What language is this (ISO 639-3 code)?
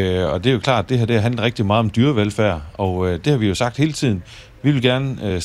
dan